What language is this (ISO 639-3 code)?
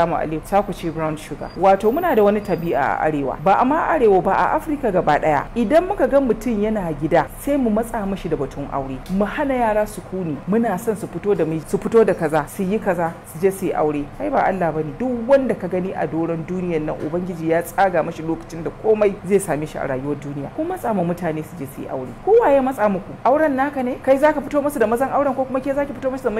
hau